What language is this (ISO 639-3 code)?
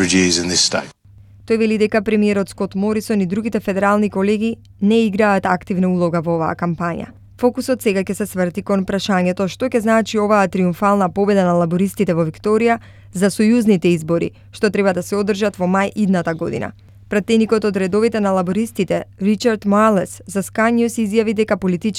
mkd